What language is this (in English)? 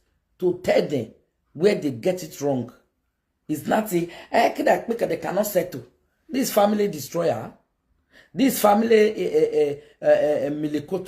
Nigerian Pidgin